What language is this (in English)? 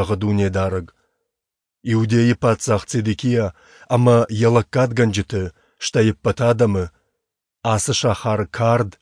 Ossetic